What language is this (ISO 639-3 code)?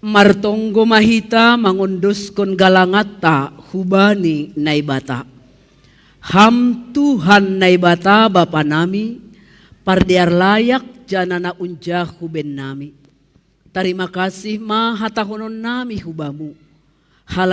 bts